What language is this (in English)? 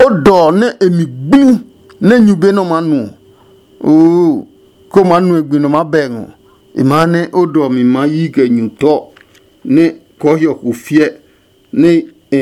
Adangme